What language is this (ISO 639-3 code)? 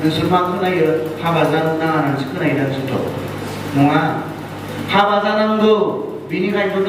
brx